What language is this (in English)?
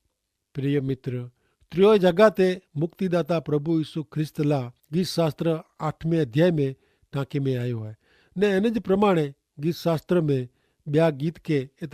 Kachhi